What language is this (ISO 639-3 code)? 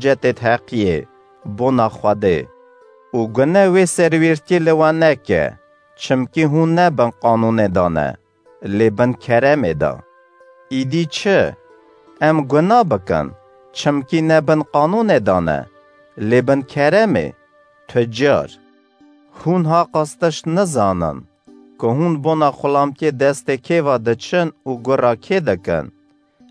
kur